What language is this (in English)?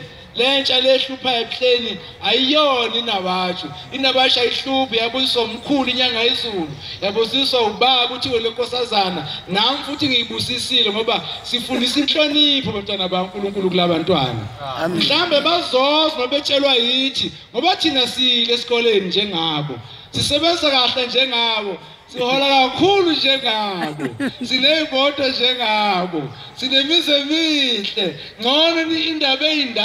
Zulu